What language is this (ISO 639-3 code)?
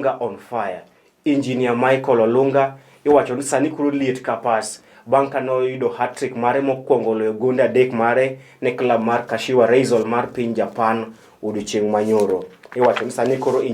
luo